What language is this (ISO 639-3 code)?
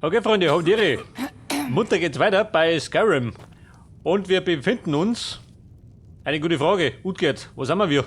bar